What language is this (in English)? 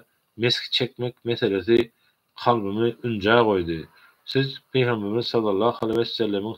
Turkmen